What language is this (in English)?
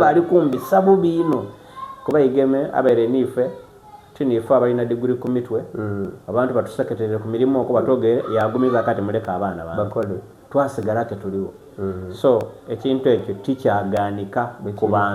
Soga